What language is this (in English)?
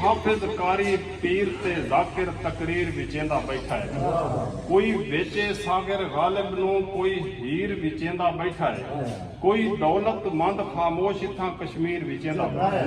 Saraiki